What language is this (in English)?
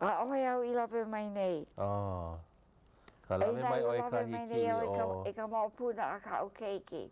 Hawaiian